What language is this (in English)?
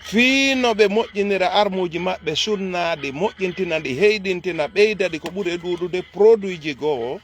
Fula